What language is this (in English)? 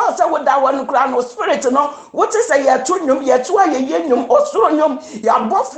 Akan